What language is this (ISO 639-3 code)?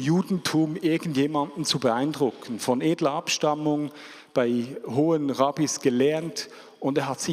gsw